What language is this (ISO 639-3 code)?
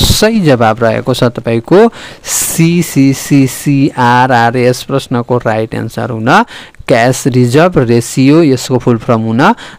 nep